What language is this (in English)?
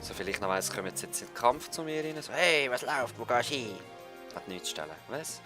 Swiss German